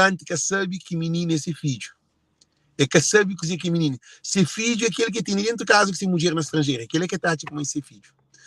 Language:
Kabuverdianu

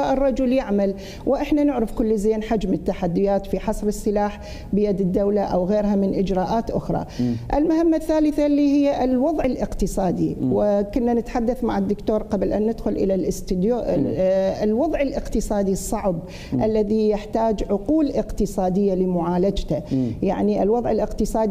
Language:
Mesopotamian Arabic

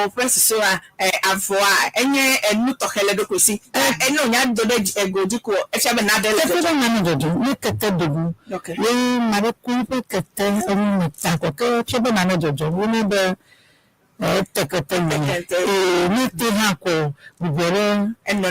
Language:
Ewe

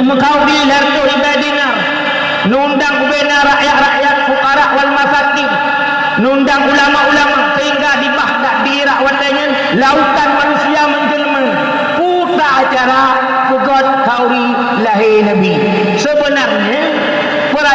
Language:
Achinese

